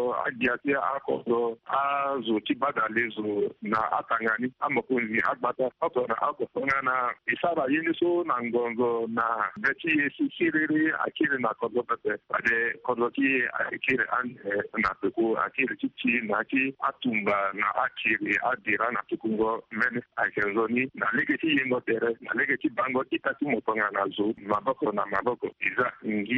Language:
Sango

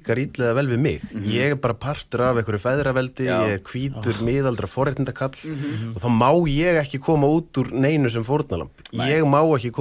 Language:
Icelandic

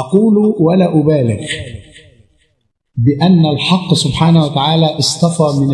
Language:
Arabic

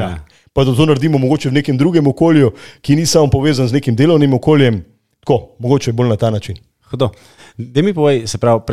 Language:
Slovenian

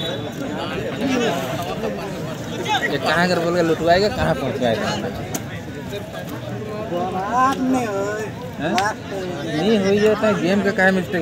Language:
Hindi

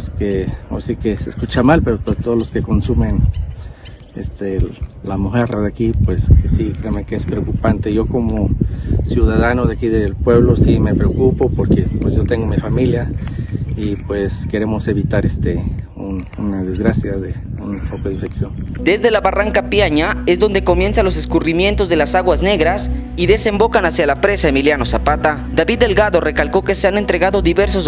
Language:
Spanish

